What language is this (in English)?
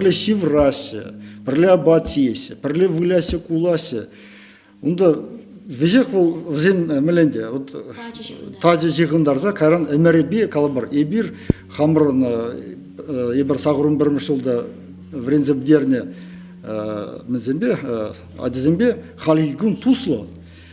Chuvash